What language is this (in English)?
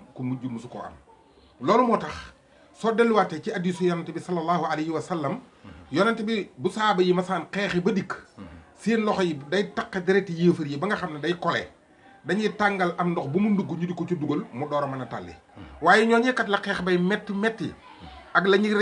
Wolof